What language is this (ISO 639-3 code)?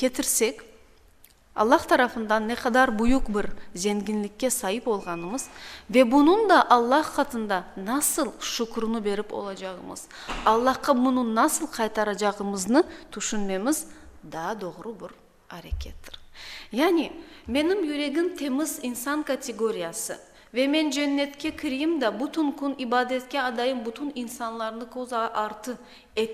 crh